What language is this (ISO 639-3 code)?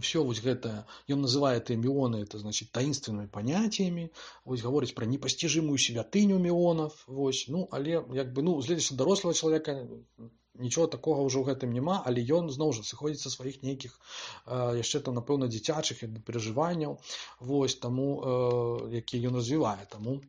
bel